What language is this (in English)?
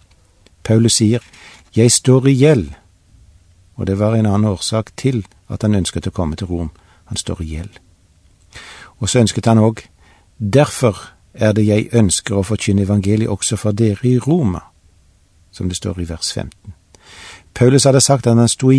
Norwegian